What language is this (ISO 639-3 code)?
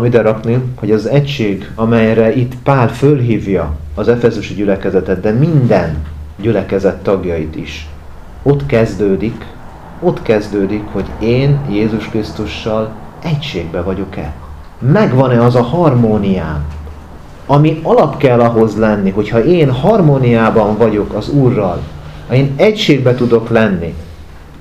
hun